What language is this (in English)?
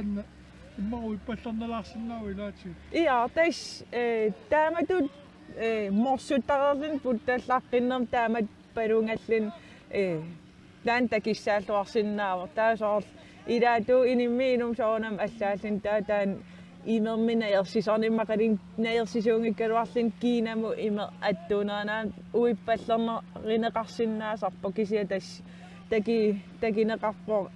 Kalaallisut